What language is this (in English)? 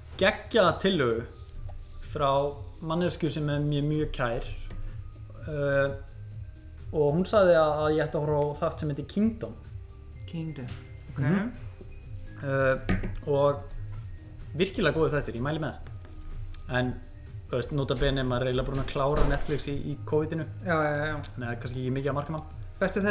Icelandic